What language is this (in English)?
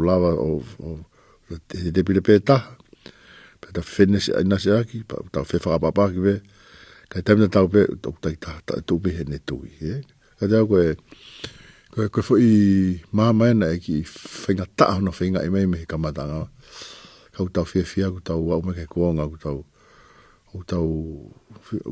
Tongan